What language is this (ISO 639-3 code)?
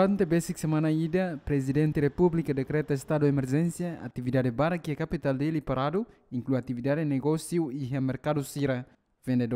tet